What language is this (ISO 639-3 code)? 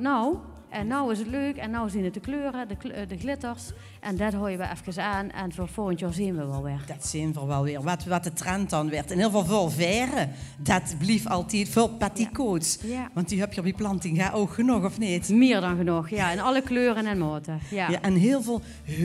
lim